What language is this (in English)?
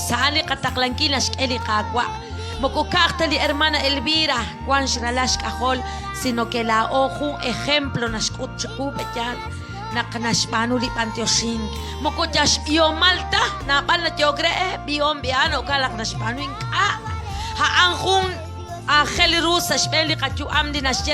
Kekchí